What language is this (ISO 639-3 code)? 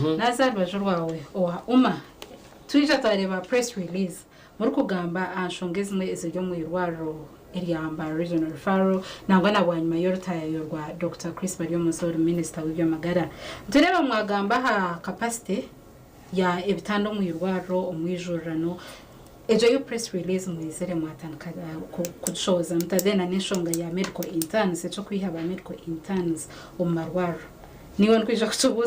nyn